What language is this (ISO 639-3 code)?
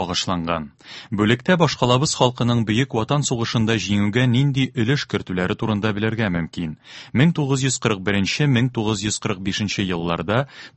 tat